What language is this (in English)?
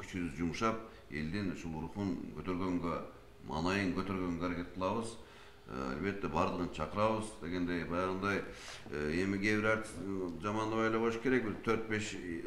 Kyrgyz